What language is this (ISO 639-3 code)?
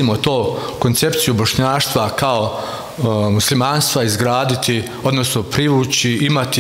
bos